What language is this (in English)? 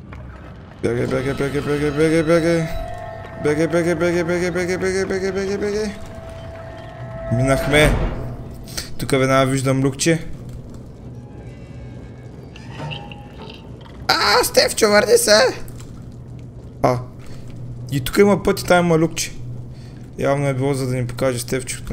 Bulgarian